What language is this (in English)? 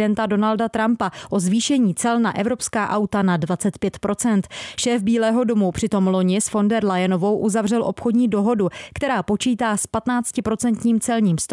Czech